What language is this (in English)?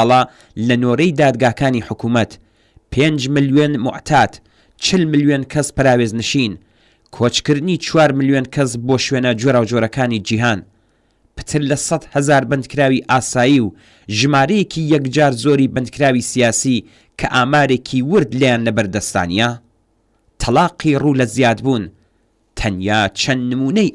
Central Kurdish